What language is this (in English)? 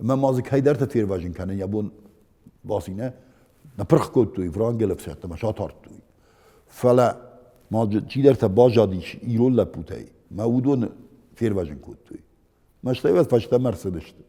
Ossetic